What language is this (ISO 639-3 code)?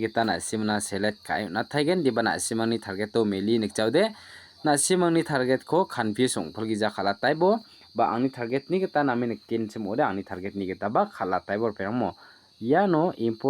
grt